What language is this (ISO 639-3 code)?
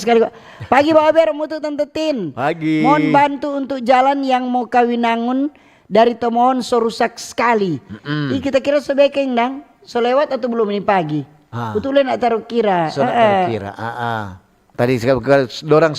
xmm